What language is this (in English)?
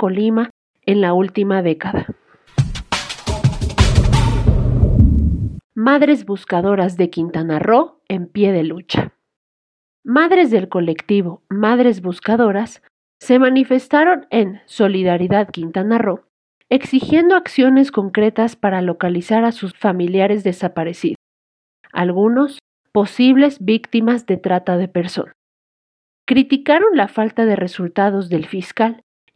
Spanish